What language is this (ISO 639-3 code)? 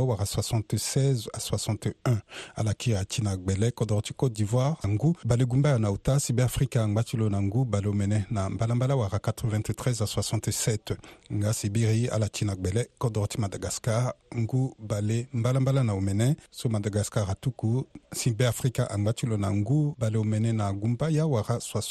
sag